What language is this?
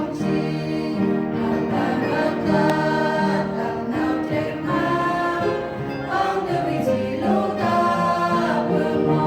Central Mnong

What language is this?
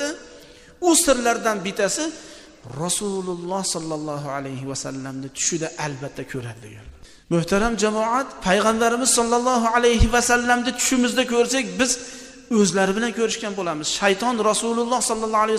Uzbek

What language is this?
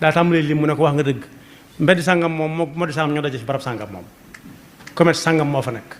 Wolof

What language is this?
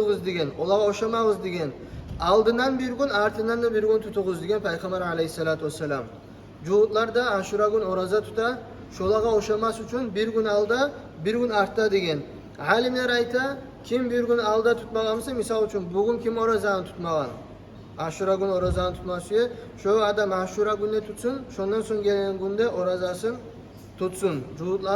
Kumyk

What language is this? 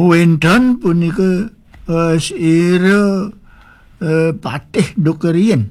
Balinese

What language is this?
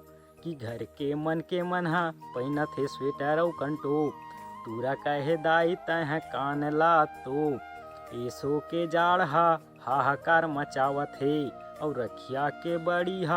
Chhattisgarhi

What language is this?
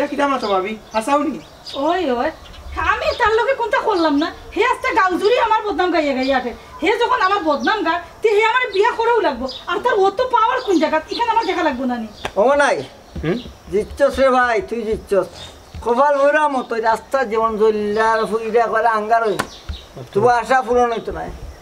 Sylheti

